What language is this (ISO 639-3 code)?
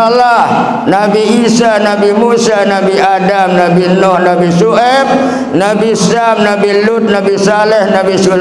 sas